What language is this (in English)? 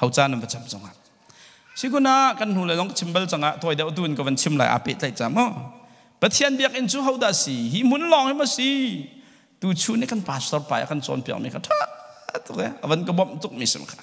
Hakha Chin